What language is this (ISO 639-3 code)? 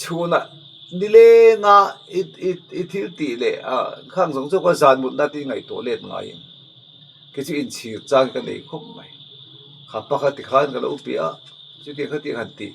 lus